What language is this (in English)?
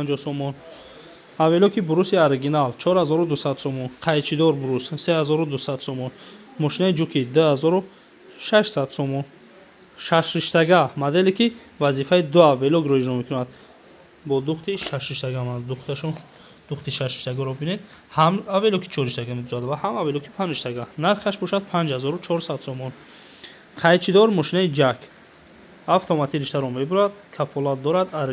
Tajik